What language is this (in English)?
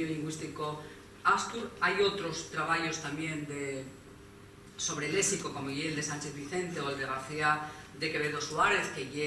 Asturian